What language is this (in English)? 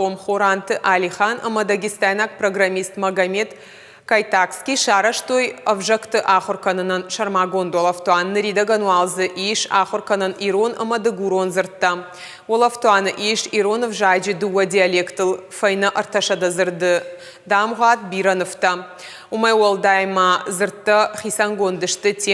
Ossetic